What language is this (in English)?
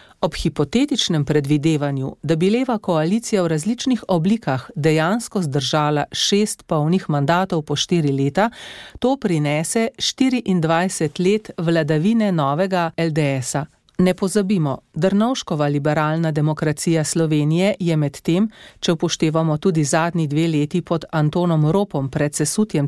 Slovenian